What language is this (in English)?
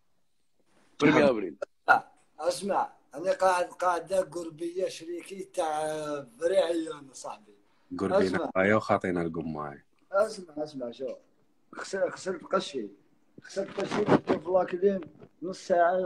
Algerian Arabic